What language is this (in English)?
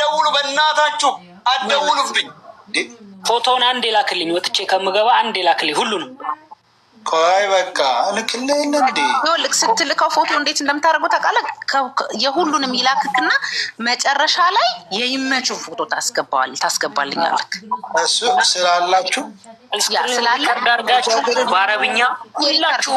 Amharic